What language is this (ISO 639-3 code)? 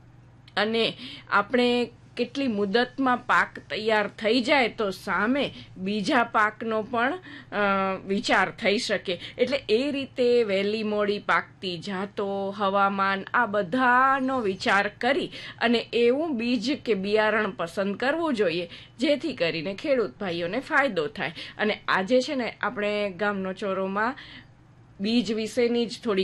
guj